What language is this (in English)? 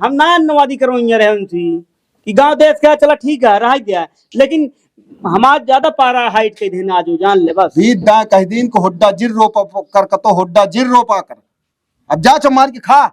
Awadhi